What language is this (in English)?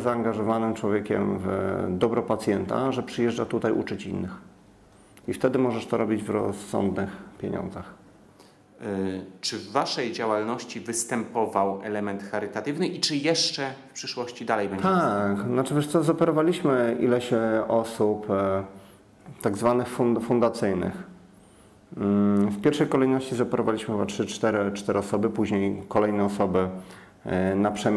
Polish